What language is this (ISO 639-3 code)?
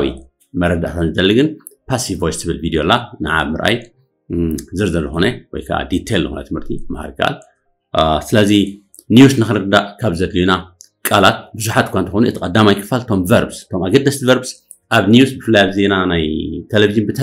tir